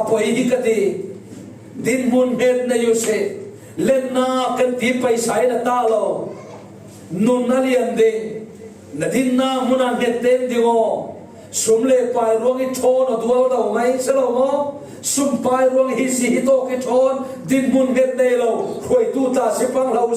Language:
Falam Chin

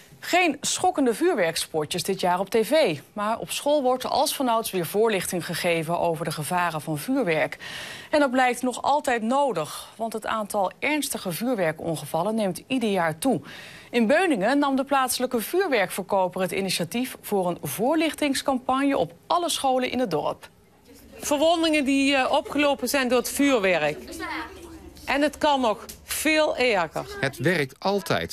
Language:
Dutch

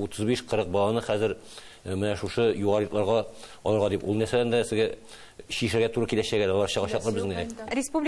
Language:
Tatar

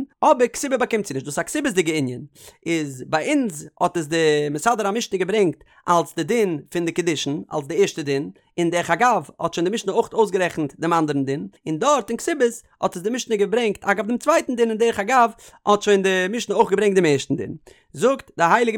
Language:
Yiddish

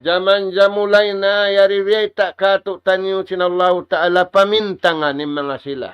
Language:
Tausug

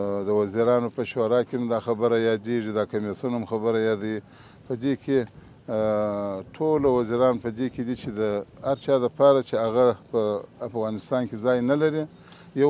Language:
Pashto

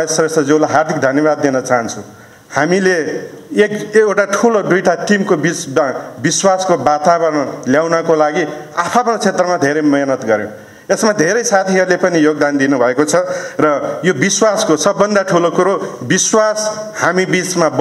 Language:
Nepali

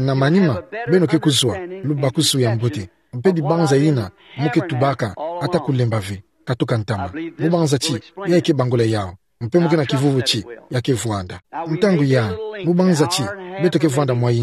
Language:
Kituba (Democratic Republic of Congo)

